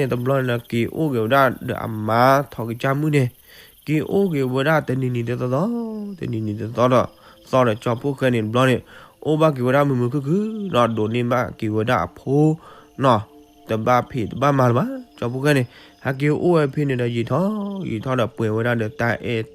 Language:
S'gaw Karen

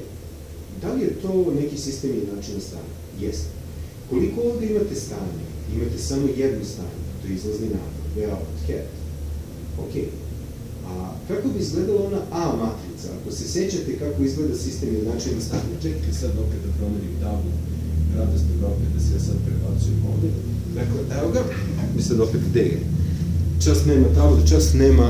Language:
Serbian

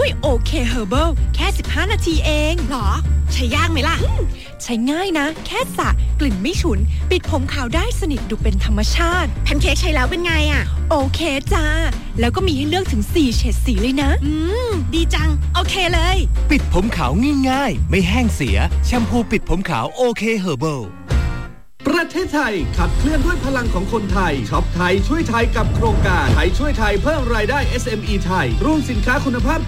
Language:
Thai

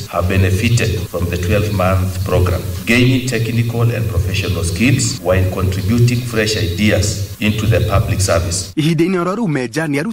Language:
Kikuyu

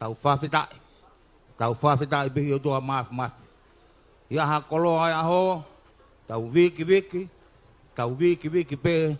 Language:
Tongan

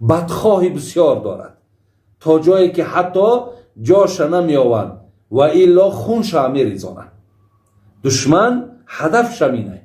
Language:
Tajik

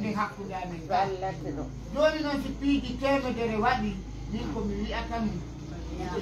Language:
Pular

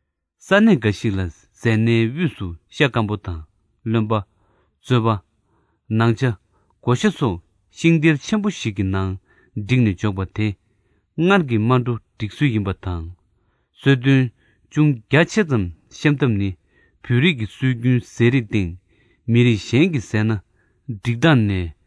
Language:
Tibetan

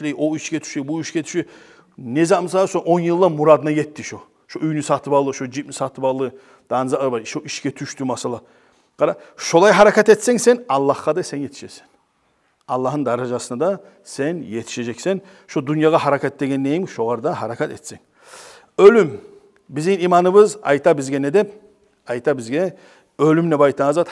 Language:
Kumyk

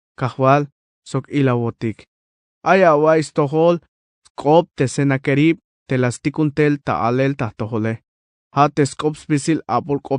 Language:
Tzeltal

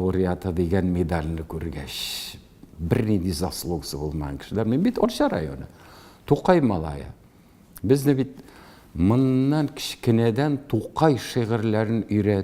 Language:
Tatar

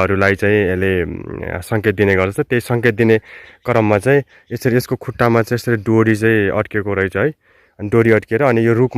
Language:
Nepali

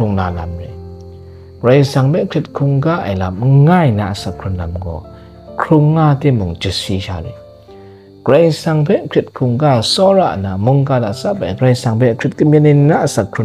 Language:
Kachin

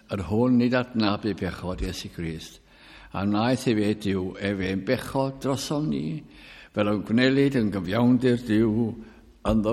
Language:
Welsh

